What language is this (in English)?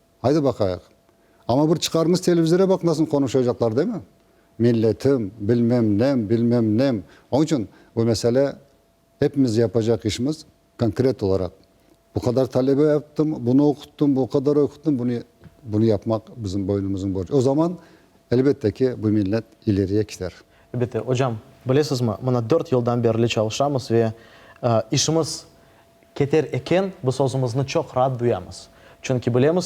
Crimean Tatar